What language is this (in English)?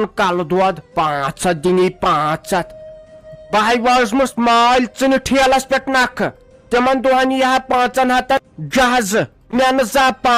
Kashmiri